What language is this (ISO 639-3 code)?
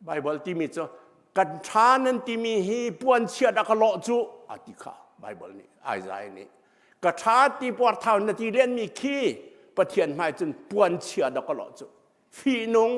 cnh